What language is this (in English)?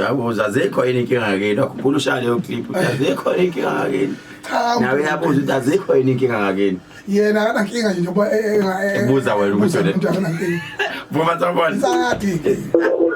Zulu